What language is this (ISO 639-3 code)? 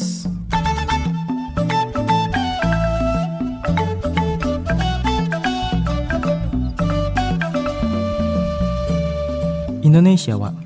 jpn